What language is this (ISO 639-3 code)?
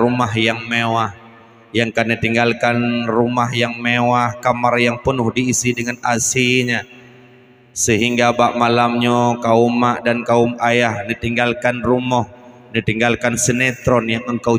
ace